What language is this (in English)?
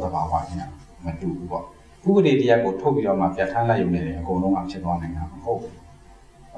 Burmese